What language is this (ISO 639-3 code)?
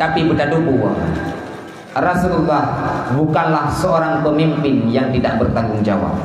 ace